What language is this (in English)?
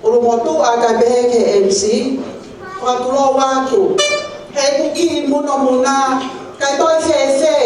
Tongan